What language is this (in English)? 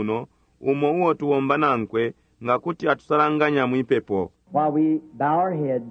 Bemba